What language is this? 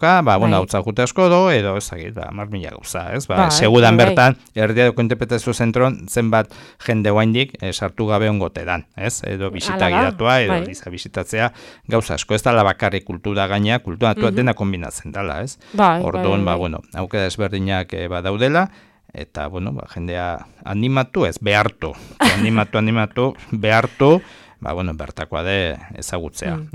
Basque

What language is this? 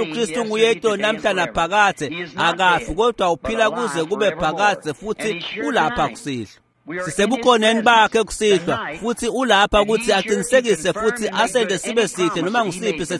Swati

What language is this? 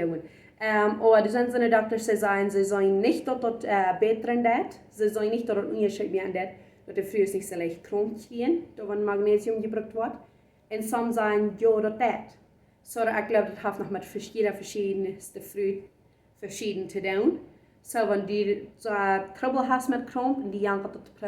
Plautdietsch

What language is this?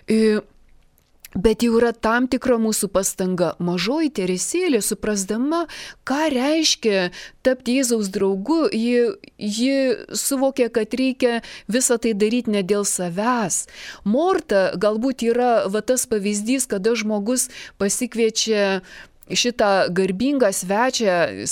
Lithuanian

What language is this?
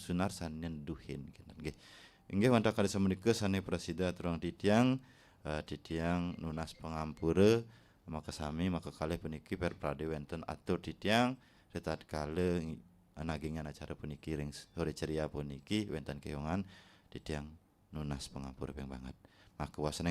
Balinese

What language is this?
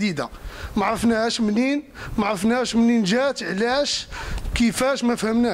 Moroccan Arabic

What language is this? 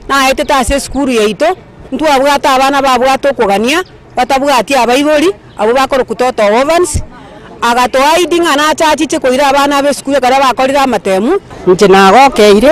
Gusii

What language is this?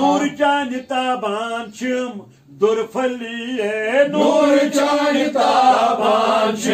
Kashmiri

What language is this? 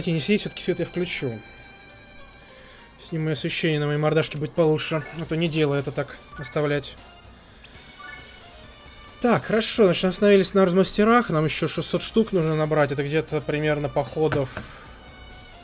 Russian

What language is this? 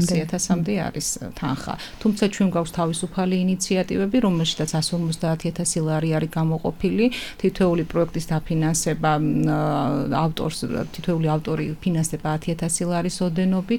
Georgian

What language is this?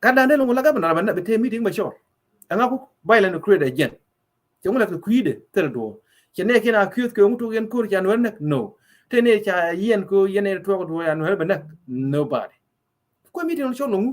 Nuer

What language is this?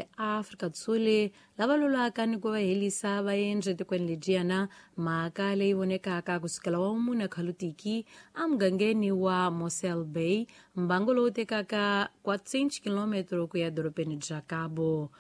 Tsonga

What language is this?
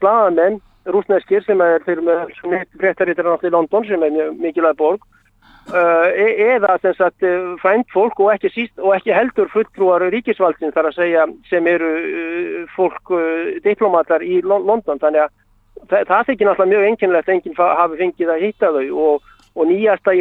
Icelandic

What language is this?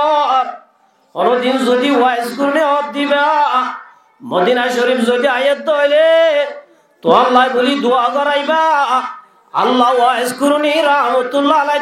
Rohingya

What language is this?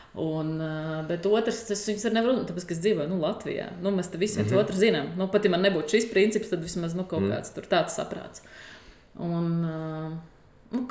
Latvian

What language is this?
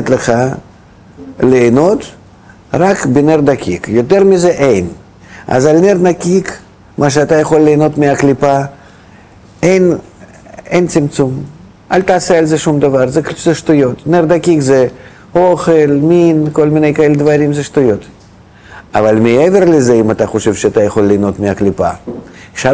Hebrew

